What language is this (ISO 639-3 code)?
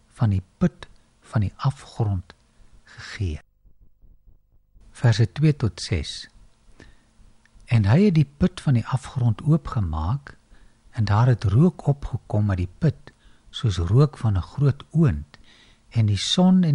afr